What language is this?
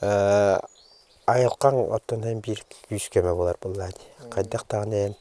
Yakut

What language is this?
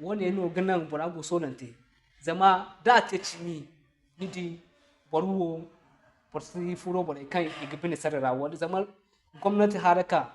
Zarma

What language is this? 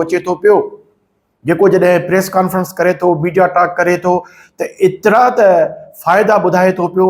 Sindhi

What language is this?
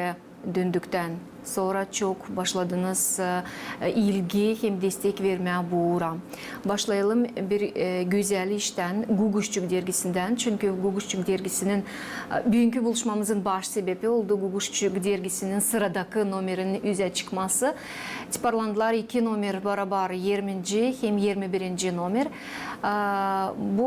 Gagauz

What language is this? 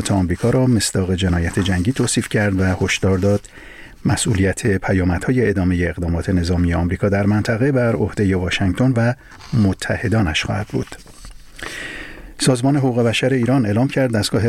Persian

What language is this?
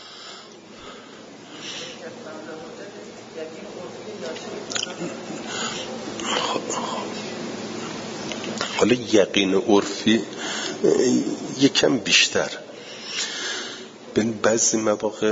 Persian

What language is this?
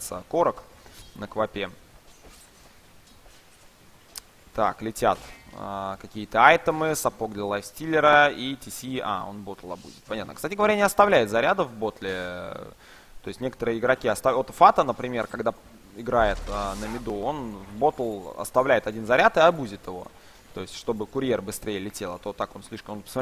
Russian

